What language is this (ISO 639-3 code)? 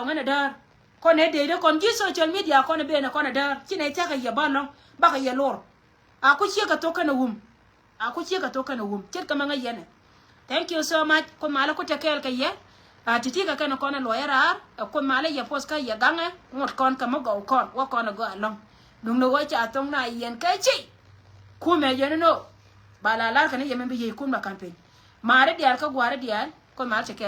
nus